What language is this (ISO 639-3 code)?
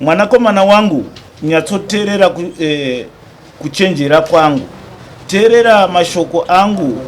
sna